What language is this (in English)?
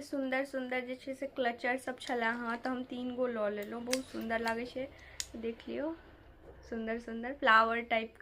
Maithili